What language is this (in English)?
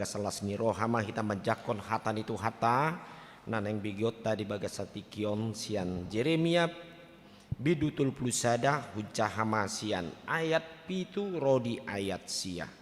Batak Toba